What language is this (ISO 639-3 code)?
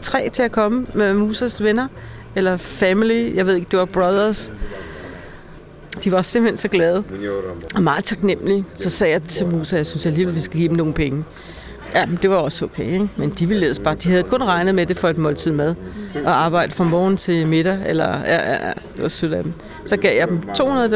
dan